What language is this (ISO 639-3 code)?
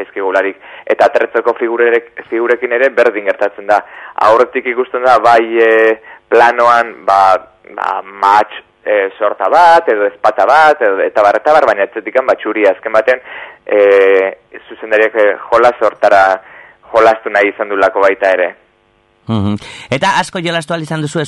eus